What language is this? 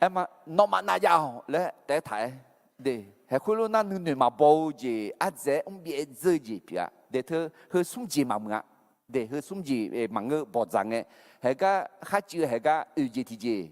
Akha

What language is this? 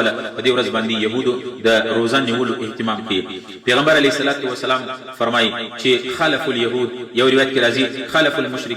Pashto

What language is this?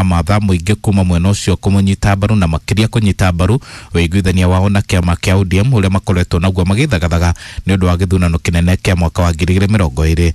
Kikuyu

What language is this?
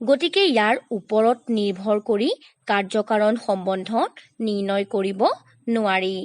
Assamese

